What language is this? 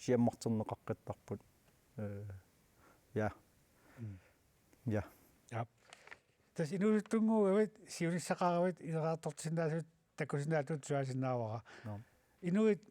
Kalaallisut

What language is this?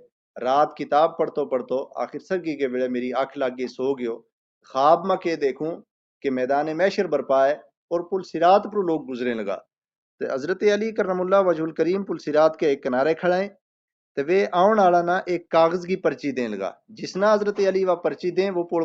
Gujari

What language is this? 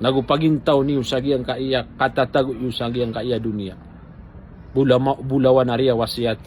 Maranao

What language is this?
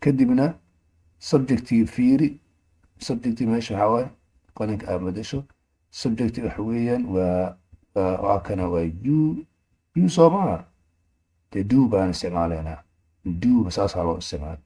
Somali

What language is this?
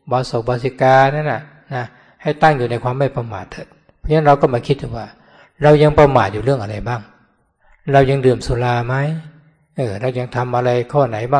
Thai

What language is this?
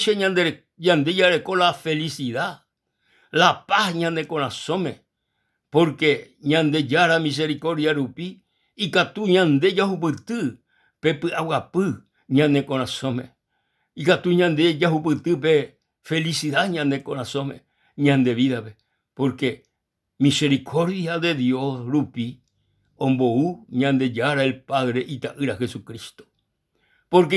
Guarani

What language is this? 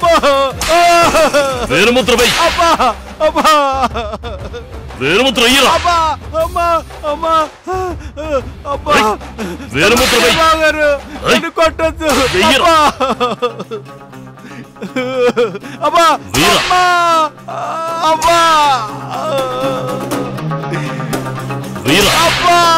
Telugu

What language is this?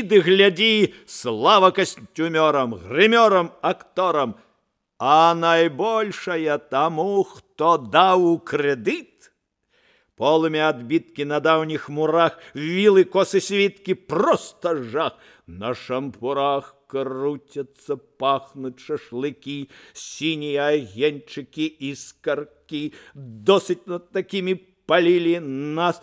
Belarusian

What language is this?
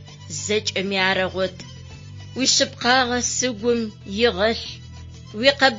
Adyghe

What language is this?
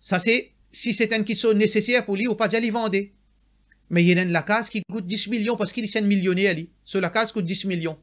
Morisyen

